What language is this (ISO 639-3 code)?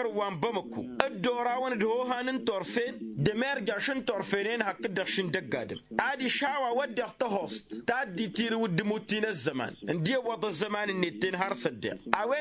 taq